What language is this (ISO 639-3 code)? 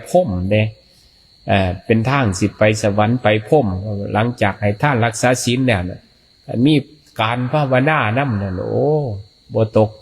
tts